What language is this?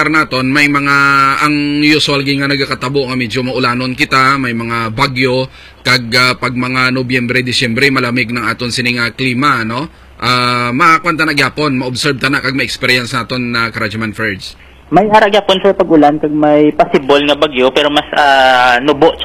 Hiligaynon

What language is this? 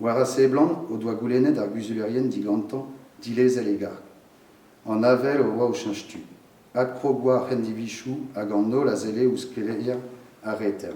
Breton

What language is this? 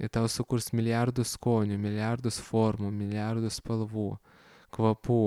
Lithuanian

